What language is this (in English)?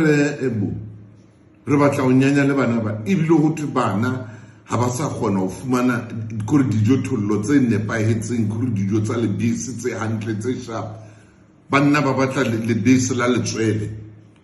Southern Sotho